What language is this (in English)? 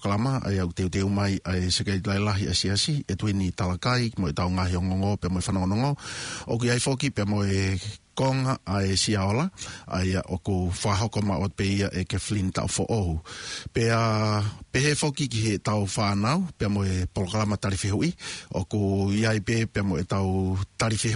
Tongan